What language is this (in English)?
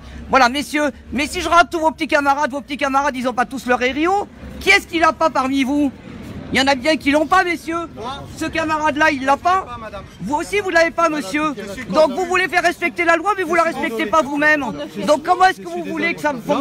French